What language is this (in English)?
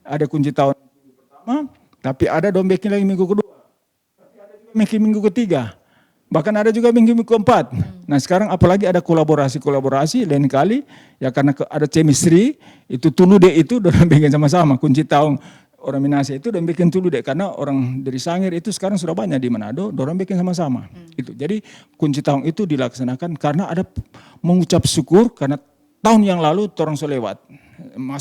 Manado Malay